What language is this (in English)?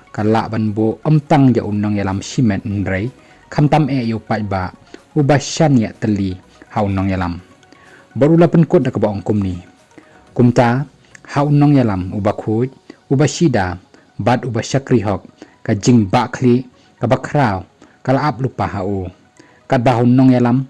Khasi